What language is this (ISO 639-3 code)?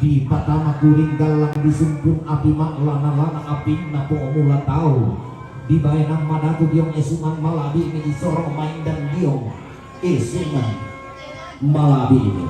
sda